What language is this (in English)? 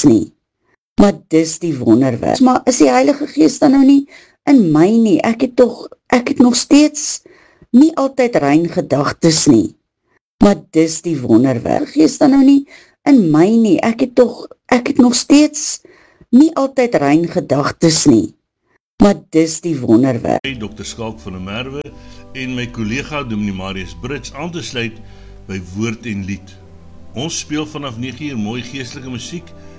Afrikaans